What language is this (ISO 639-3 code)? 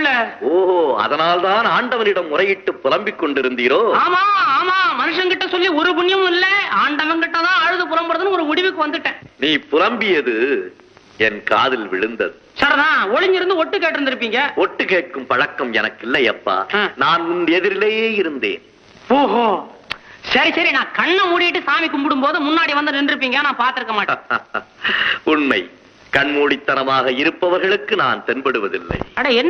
tam